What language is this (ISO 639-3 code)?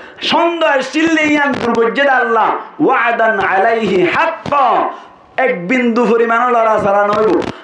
rhg